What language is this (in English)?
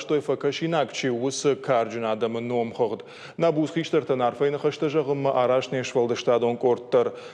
Ossetic